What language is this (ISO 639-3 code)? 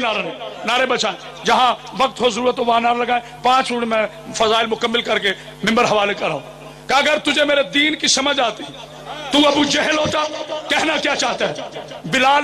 urd